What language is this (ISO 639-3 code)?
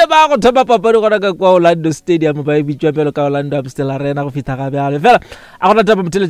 nso